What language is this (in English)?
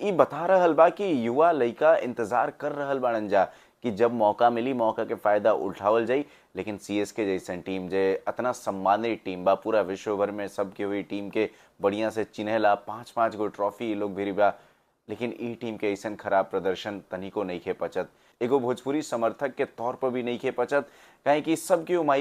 Bhojpuri